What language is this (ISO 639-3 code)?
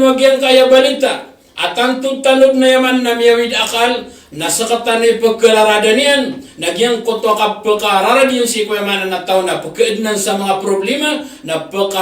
mrw